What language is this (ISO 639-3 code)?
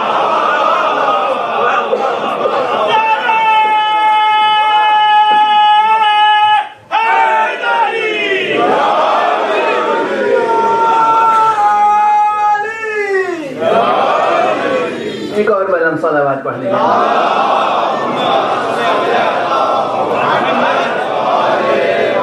urd